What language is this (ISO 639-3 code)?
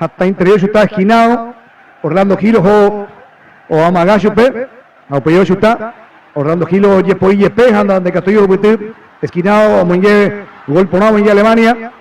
grn